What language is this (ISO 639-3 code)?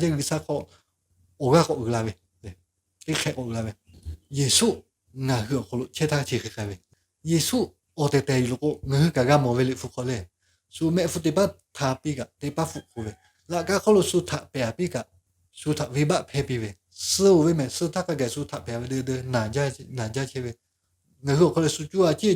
lhu